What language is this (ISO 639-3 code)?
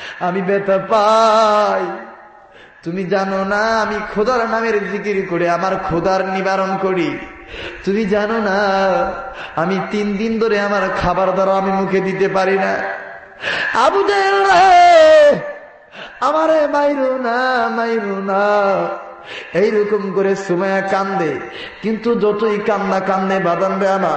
ben